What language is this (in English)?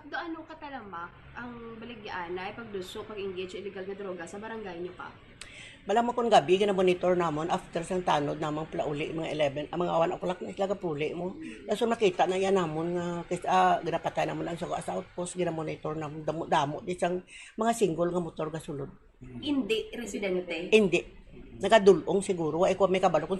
Hiligaynon